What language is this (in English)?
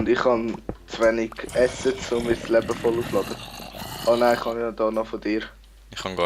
Swiss German